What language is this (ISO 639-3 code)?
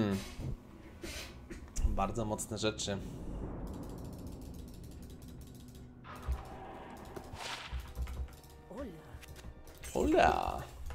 pol